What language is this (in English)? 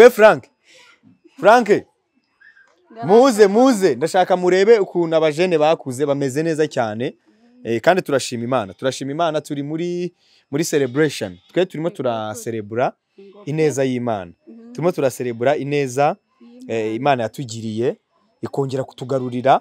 Kinyarwanda